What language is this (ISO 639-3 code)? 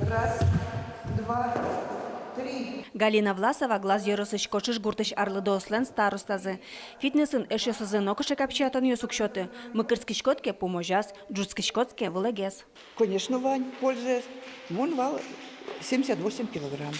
udm